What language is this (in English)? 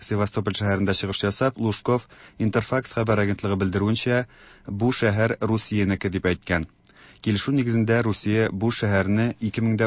Tatar